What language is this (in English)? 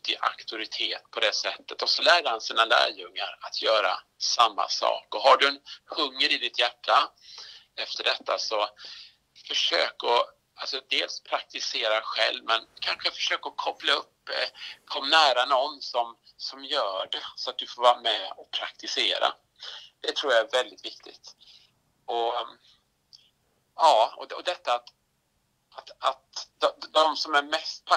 Swedish